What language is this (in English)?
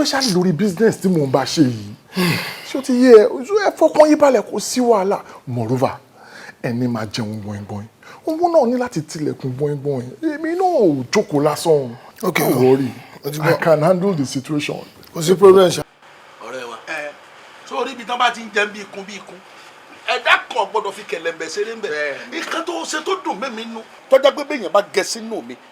Yoruba